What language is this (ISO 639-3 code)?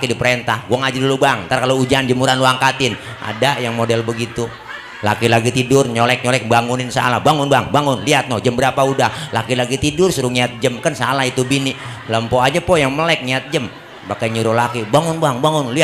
bew